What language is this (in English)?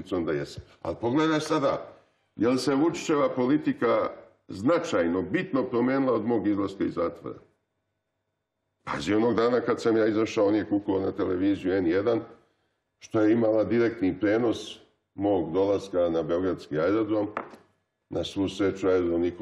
Serbian